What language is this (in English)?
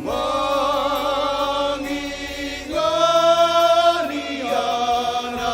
Batak Toba